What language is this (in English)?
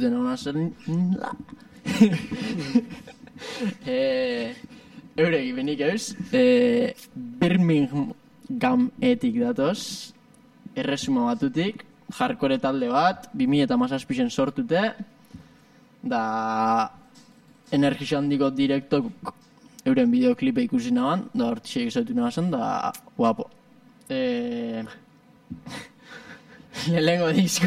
Basque